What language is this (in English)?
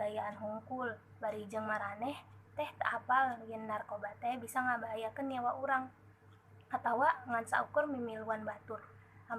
Sundanese